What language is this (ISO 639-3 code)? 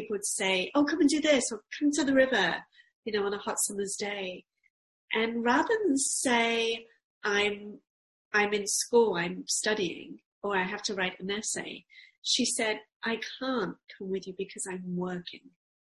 eng